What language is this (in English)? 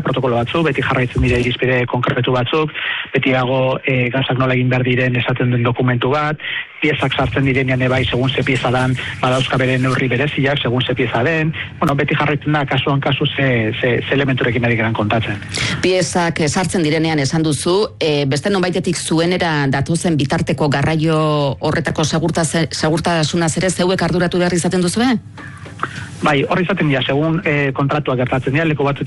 Basque